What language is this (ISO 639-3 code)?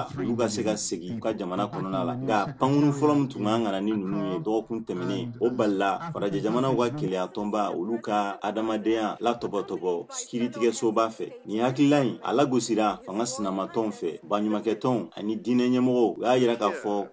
bam